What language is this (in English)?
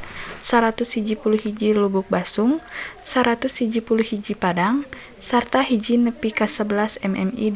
Sundanese